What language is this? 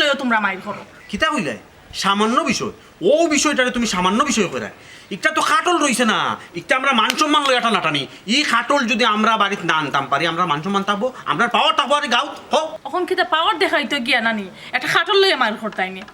Sylheti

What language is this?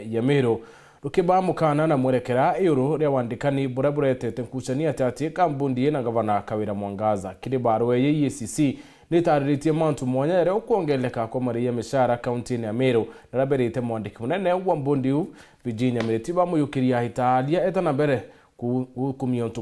Meru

